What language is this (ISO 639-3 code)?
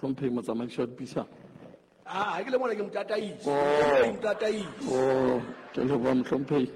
sot